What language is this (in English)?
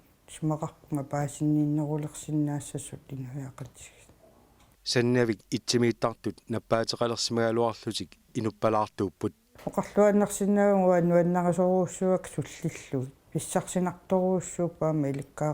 Kalaallisut